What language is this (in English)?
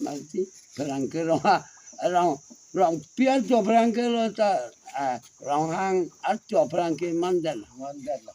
Karbi